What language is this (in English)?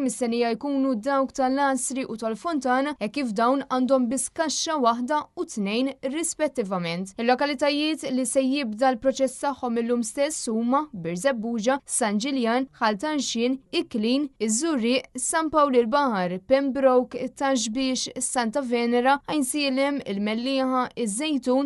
Maltese